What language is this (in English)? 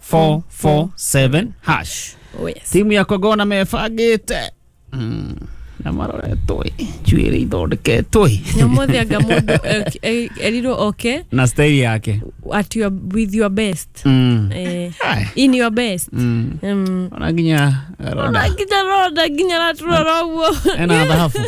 Kikuyu